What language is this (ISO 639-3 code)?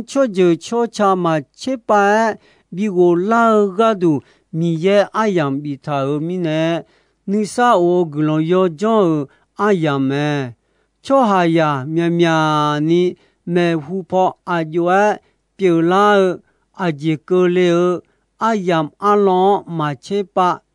ahk